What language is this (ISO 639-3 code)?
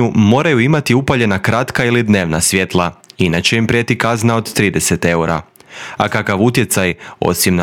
hrv